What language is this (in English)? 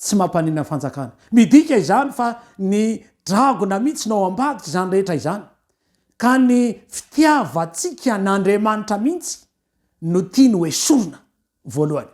Malagasy